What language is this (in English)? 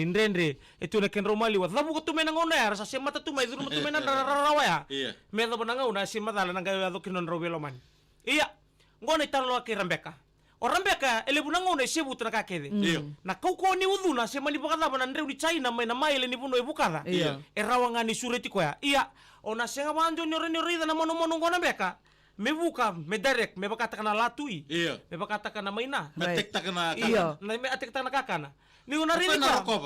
Fijian